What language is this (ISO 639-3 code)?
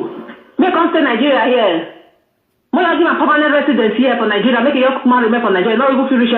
pcm